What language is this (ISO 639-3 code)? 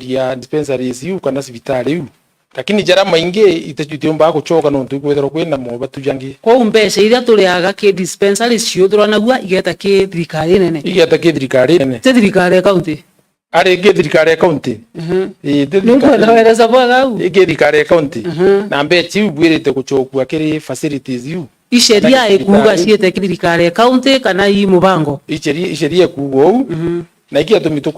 mer